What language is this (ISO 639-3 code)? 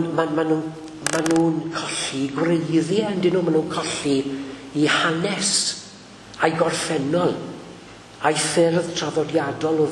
cym